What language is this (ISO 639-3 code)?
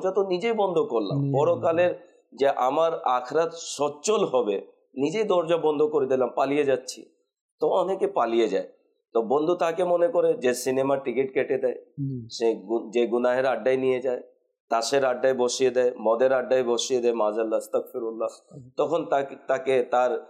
ben